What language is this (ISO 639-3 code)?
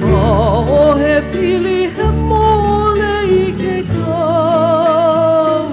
haw